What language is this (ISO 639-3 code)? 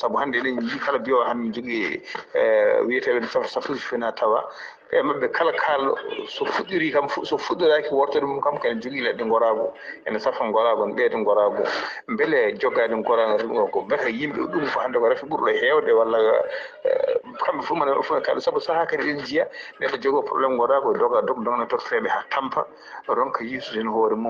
ful